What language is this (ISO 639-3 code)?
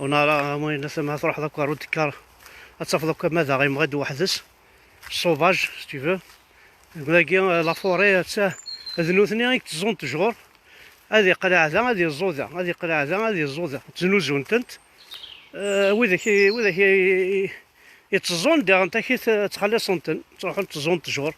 kab